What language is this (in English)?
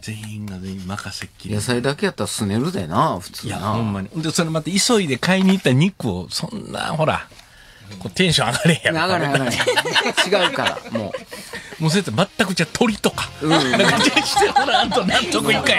Japanese